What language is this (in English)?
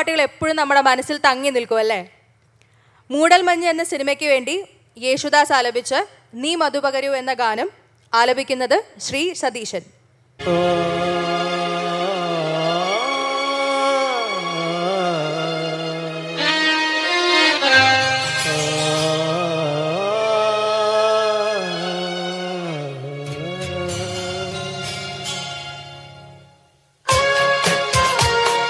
Malayalam